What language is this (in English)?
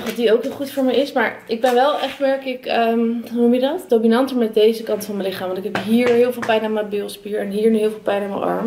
Dutch